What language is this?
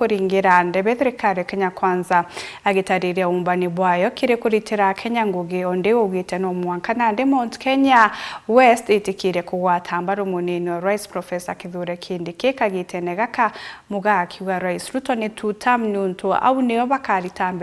Meru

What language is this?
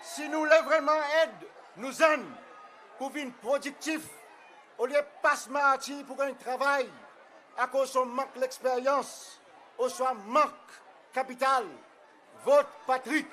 Seselwa Creole French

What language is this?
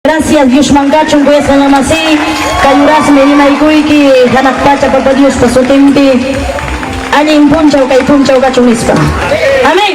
Ayacucho Quechua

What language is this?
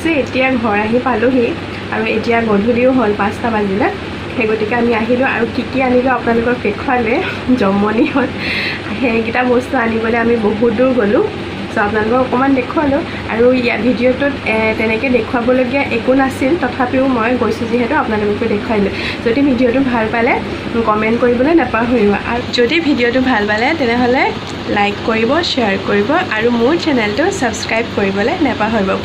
Assamese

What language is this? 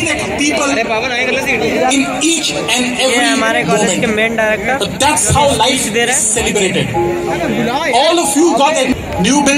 Hindi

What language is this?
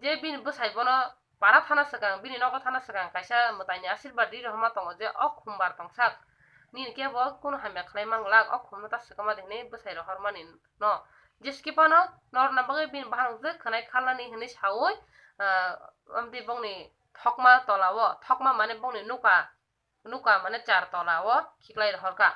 Kok Borok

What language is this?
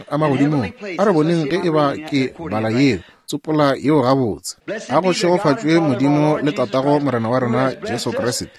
Northern Sotho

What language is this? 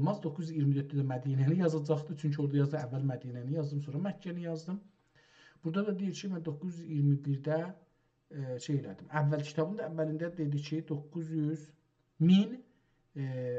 South Azerbaijani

